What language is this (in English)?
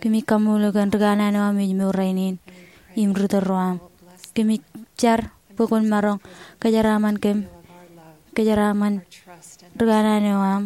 Marshallese